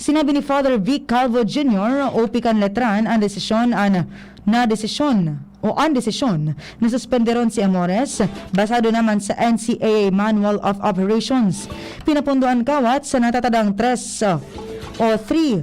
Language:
Bikol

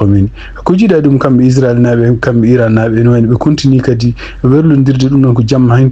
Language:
Fula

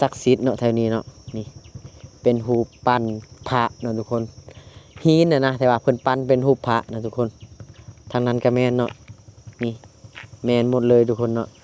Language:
Lao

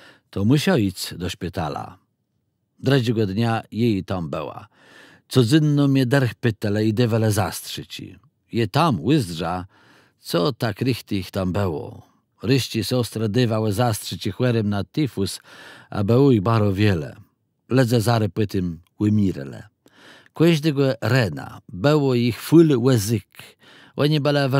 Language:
Kashubian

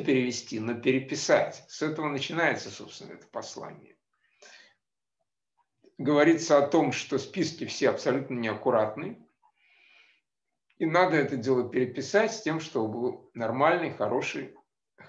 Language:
Russian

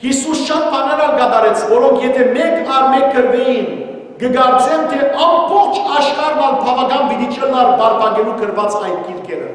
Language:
Western Armenian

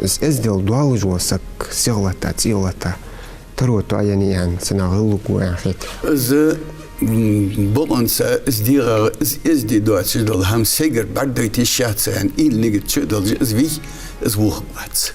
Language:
Ingush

